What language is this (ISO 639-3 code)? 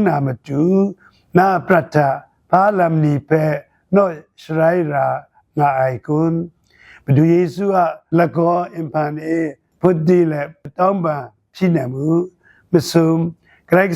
kac